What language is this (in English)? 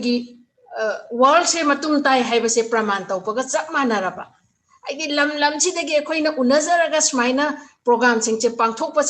Manipuri